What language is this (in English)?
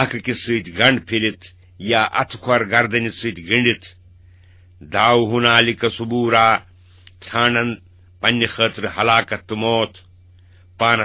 Kashmiri